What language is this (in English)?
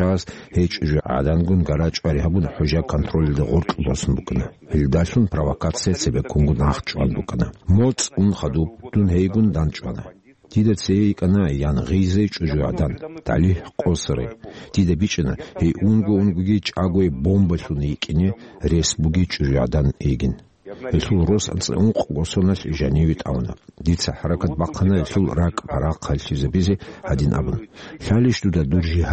Avaric